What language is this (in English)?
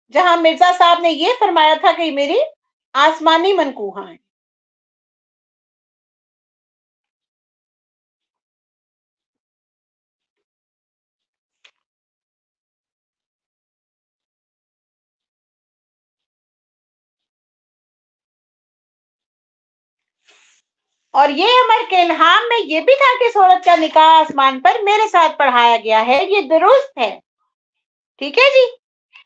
Urdu